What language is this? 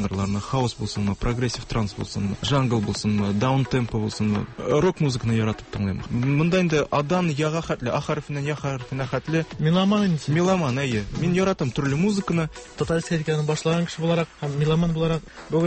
Tatar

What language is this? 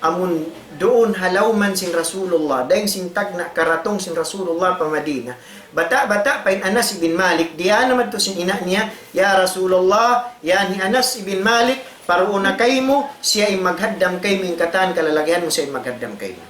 Tausug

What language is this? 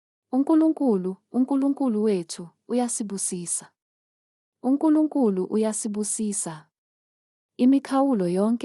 Zulu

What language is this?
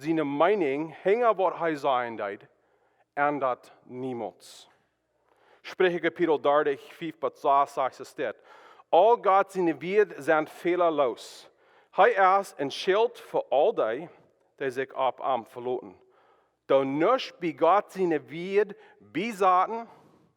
Plautdietsch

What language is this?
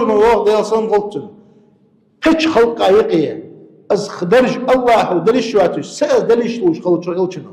Ingush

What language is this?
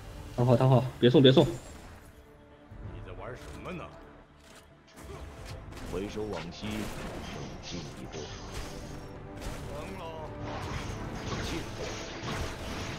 Chinese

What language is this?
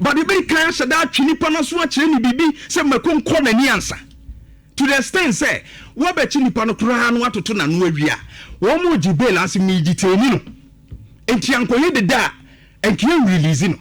Akan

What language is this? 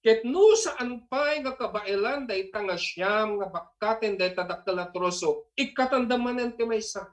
Iloko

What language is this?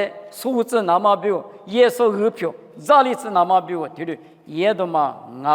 Lisu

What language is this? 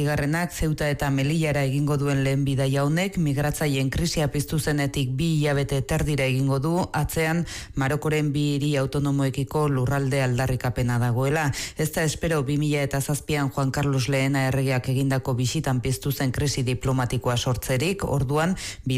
Basque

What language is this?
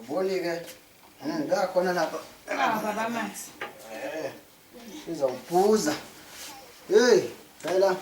Zulu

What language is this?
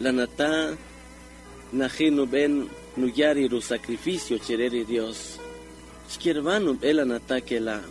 Kaqchikel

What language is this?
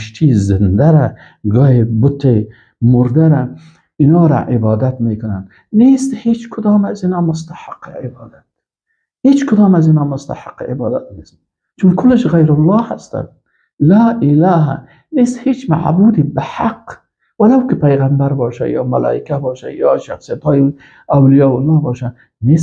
Persian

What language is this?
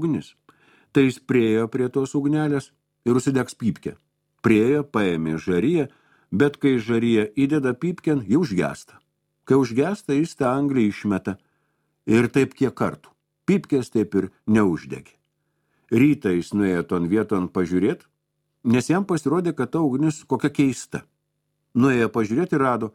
Lithuanian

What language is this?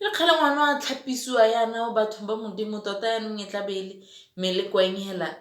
Tswana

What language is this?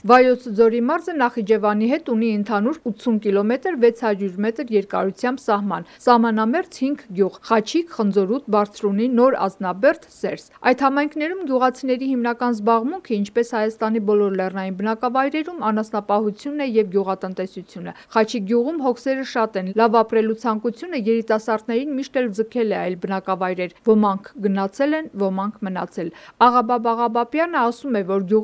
Armenian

